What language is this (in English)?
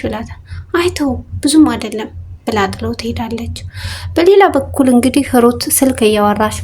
Amharic